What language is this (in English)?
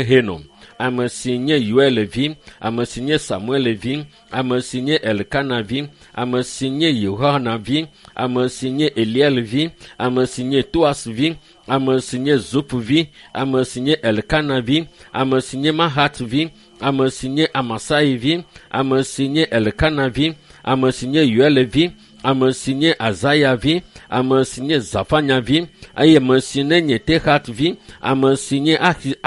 Ewe